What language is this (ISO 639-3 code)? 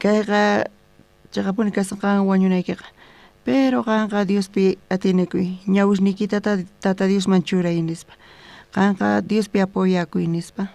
quh